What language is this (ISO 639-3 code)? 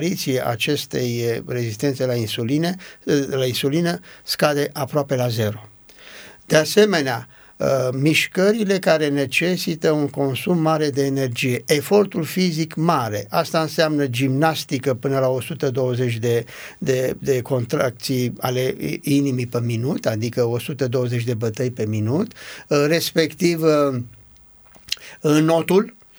ron